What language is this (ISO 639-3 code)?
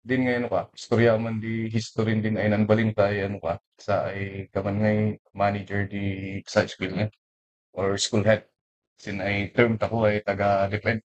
kne